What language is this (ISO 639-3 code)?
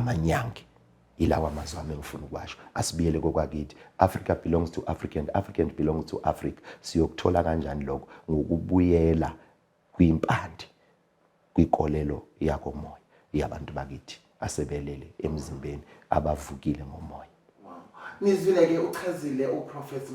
zul